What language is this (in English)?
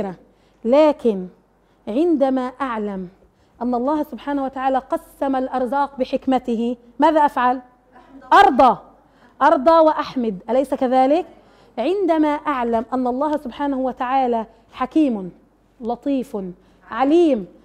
Arabic